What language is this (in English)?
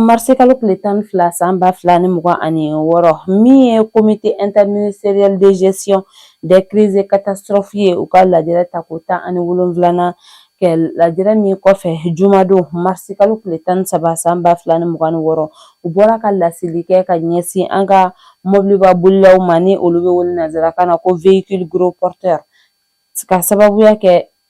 Bambara